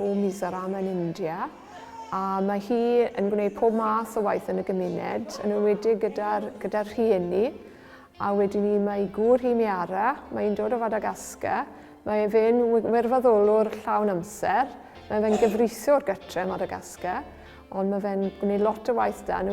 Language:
Welsh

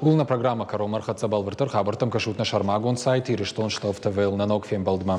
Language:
Ossetic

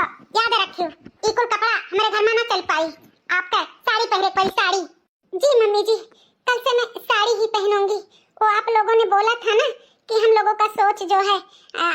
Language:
Awadhi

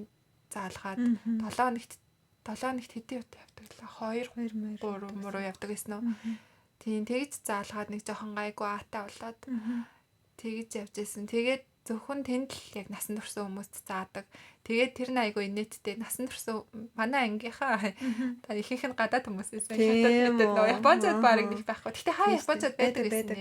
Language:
Mongolian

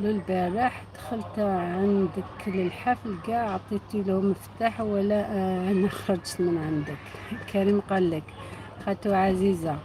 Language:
Algerian Arabic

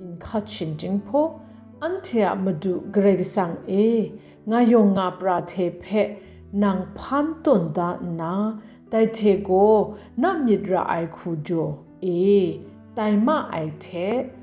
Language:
Kachin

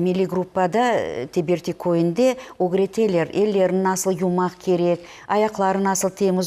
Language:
Crimean Tatar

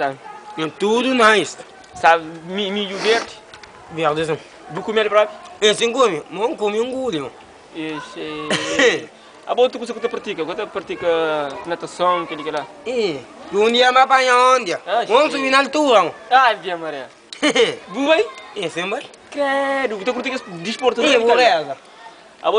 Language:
Kabuverdianu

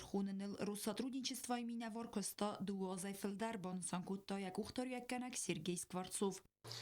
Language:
Ossetic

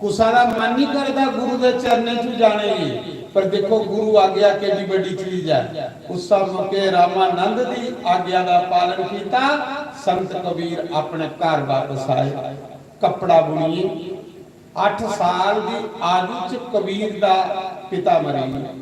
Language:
Dogri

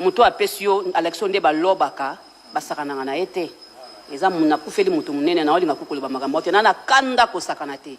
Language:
Lingala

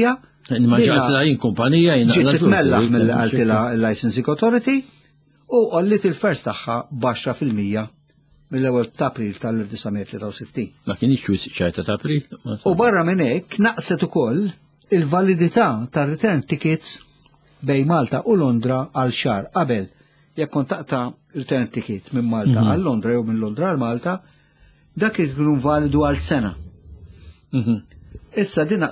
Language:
Maltese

